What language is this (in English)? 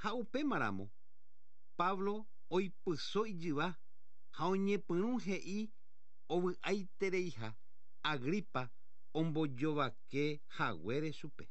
Guarani